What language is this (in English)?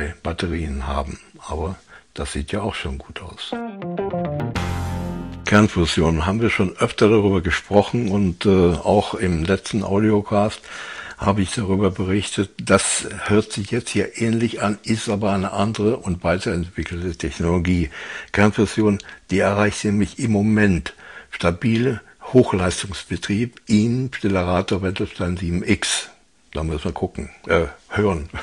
German